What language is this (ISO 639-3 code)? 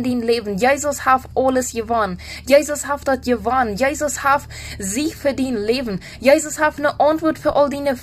pdt